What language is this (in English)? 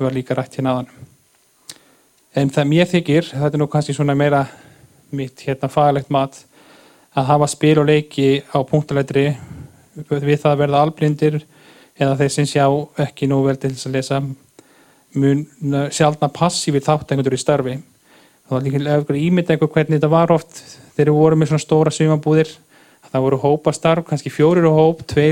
Icelandic